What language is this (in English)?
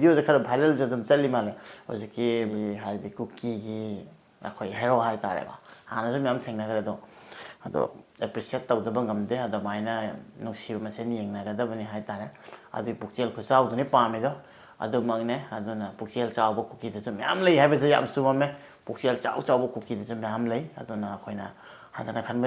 Manipuri